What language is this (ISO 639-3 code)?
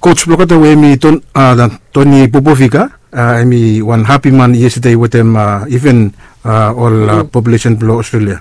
bis